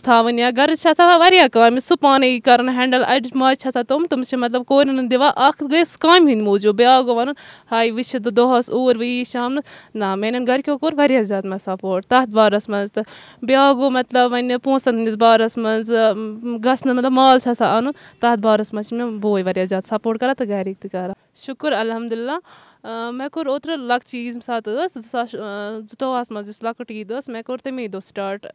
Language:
Kashmiri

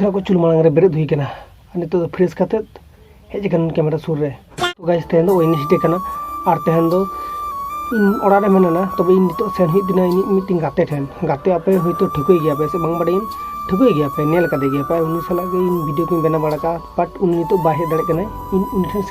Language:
Santali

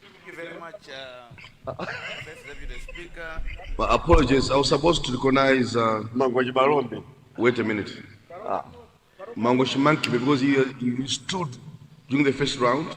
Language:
Nyanja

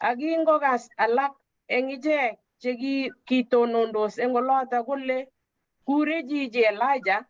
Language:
Kalenjin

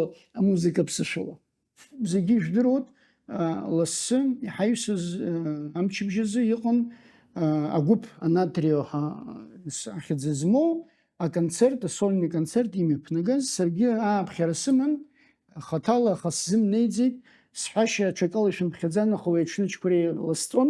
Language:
Abkhazian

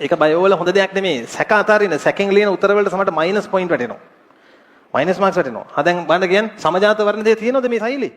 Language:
Sinhala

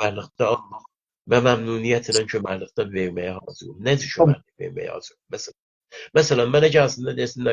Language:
South Azerbaijani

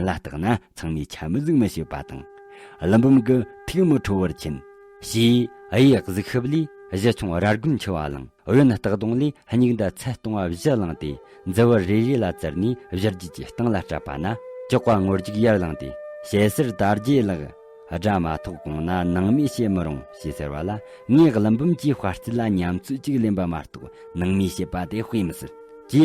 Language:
Tibetan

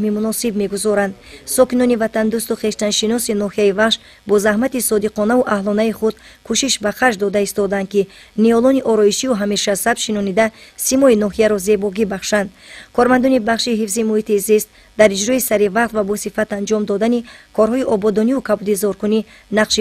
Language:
Tajik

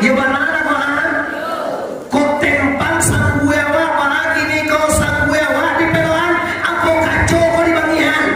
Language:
Minangkabau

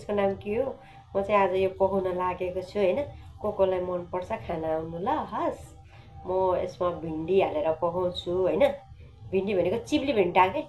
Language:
Nepali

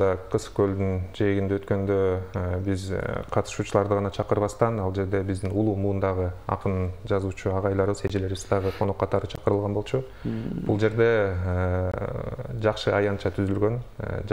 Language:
Kyrgyz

